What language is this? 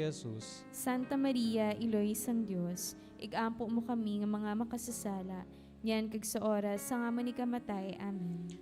Hiligaynon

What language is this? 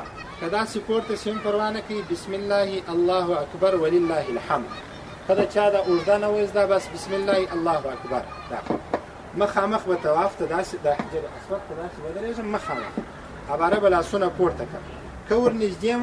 Pashto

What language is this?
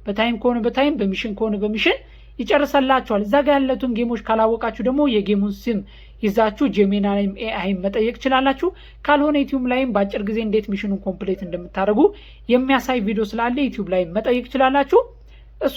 Amharic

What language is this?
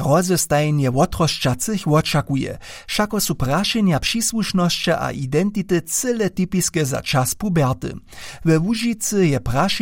Upper Sorbian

